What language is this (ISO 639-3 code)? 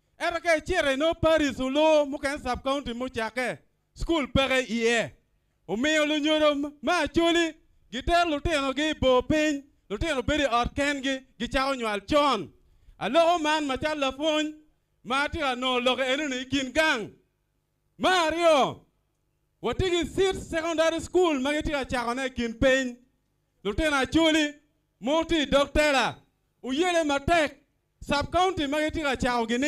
ach